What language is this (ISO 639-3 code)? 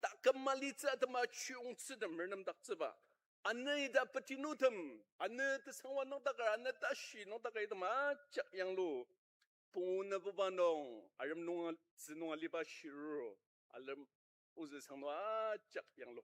njo